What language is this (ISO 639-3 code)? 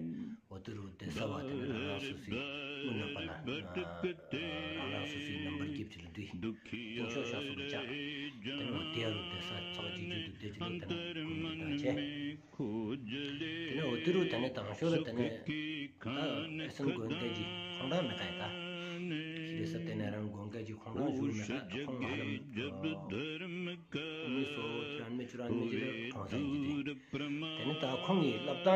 sbu